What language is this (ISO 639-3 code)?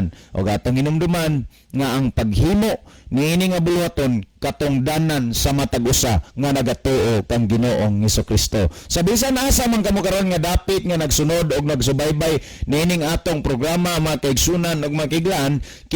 ceb